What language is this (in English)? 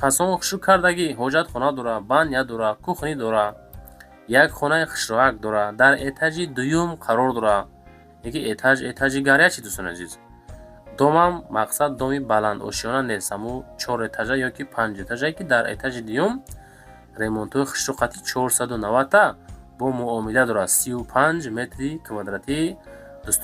Tajik